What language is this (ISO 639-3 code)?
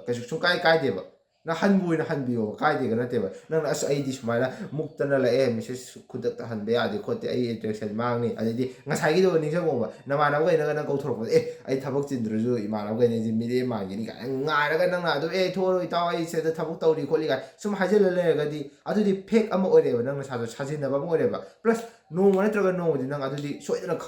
mni